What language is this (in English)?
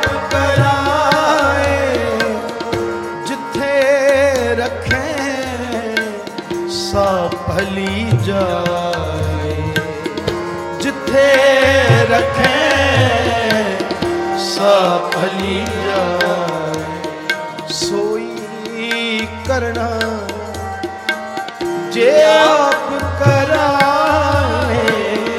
Punjabi